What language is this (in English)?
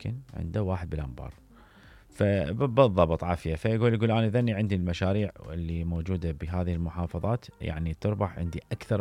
Mesopotamian Arabic